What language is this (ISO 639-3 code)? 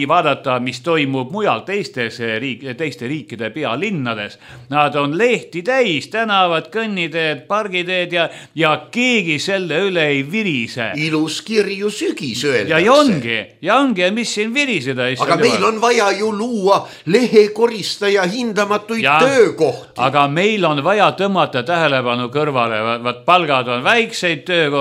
est